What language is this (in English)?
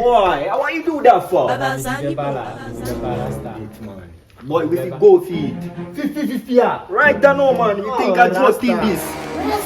Jamaican Creole English